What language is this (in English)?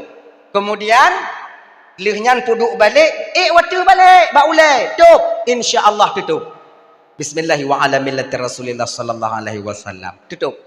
Achinese